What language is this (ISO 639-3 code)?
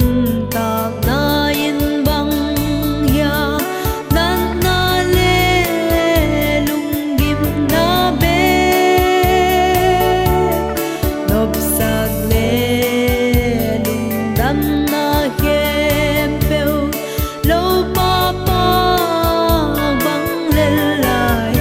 pck